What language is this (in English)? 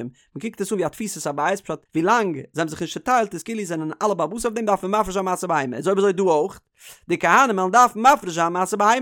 Yiddish